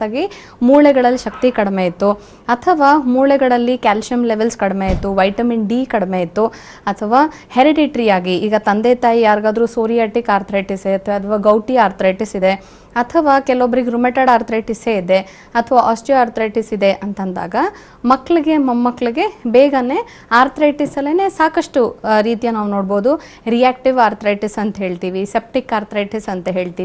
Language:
Kannada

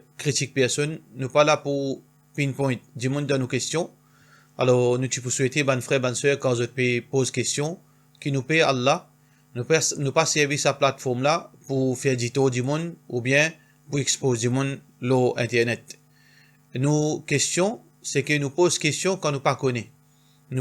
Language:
Morisyen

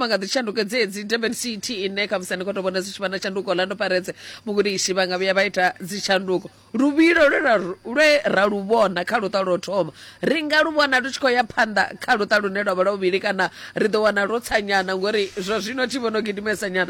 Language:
Venda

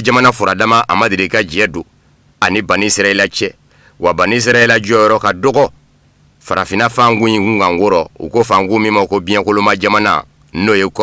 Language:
Bambara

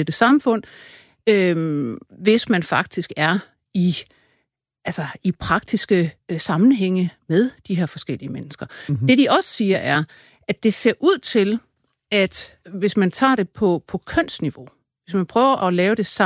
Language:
Danish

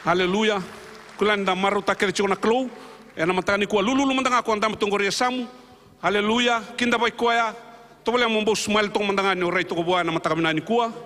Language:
Fijian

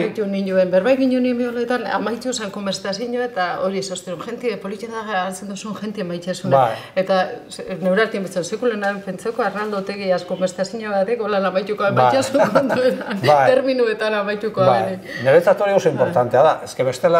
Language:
Basque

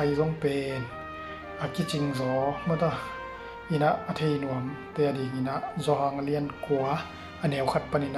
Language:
Tedim Chin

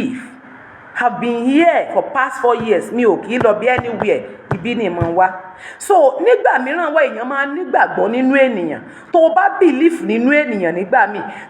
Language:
Yoruba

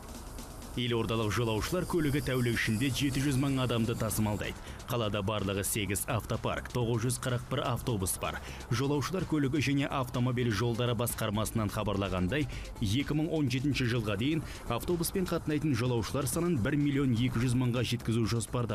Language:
Kazakh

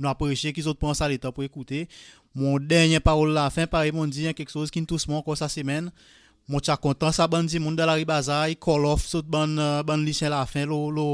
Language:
Seselwa Creole French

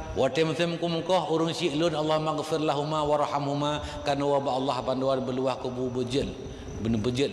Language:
Achinese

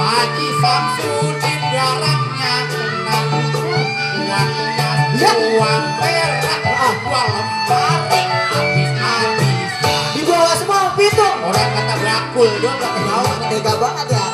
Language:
Betawi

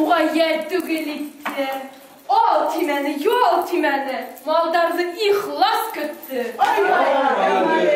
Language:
Bashkir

